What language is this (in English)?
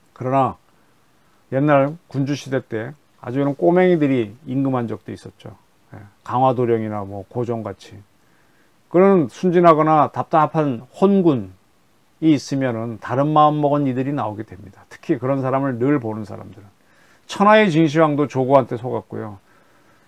Korean